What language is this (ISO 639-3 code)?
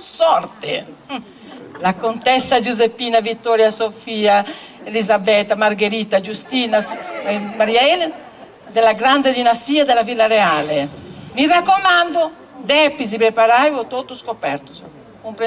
srd